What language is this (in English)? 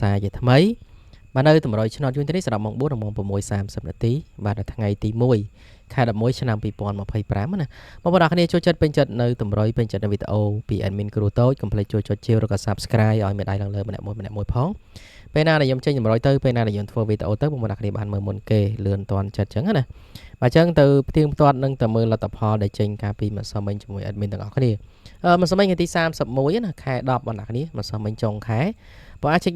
Khmer